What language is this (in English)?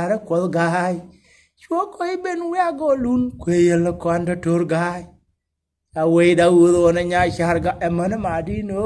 Nuer